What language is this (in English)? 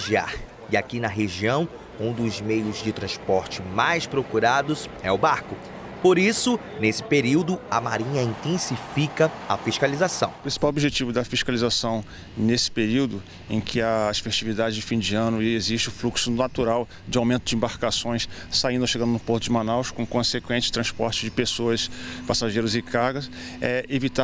Portuguese